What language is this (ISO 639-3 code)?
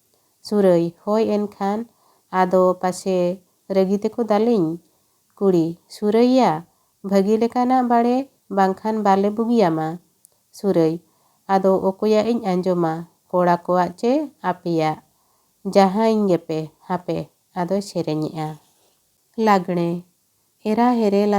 sat